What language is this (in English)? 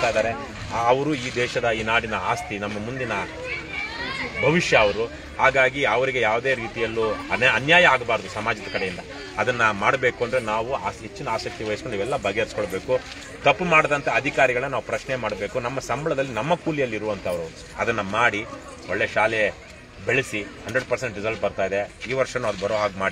Kannada